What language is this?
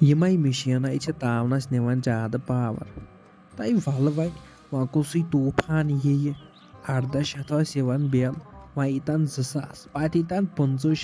Kashmiri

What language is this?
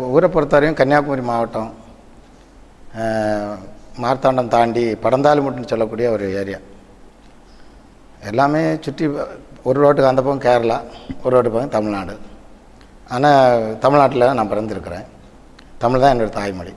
Tamil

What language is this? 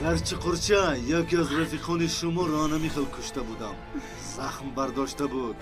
Tajik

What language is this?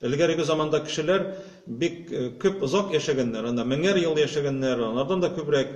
Tatar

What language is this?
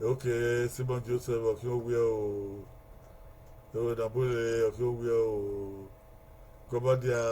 Bini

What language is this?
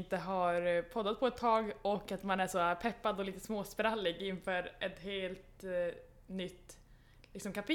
Swedish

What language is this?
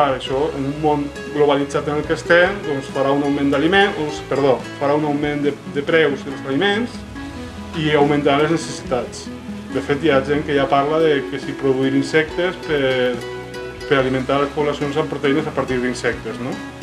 Catalan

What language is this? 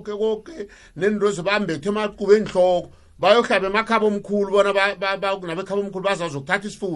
South Ndebele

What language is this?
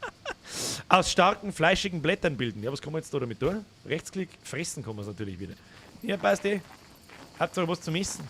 Bavarian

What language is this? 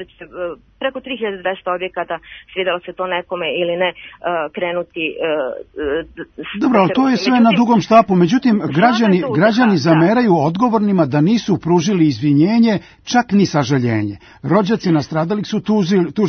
Serbian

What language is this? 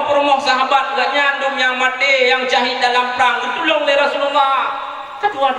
Achinese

